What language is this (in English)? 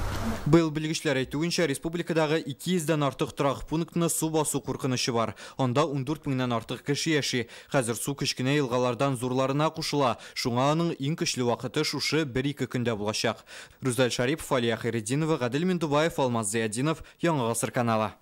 Tatar